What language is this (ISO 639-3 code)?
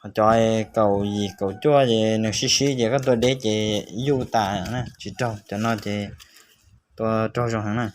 hmn